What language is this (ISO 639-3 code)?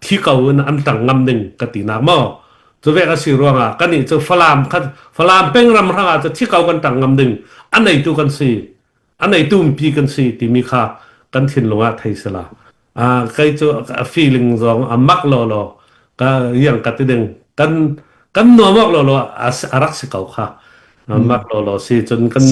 cfm